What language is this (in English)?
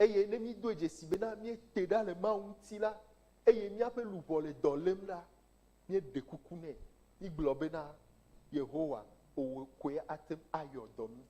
Ewe